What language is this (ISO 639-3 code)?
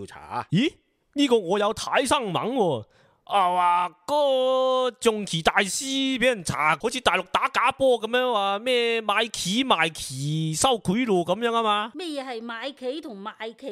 yue